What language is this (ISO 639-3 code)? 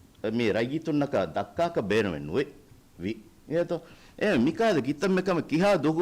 div